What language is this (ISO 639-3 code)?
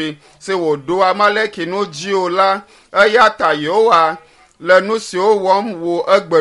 ewe